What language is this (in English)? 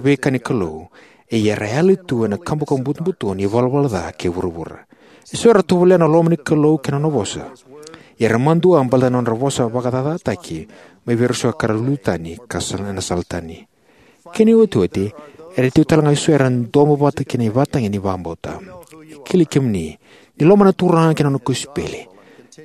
Fijian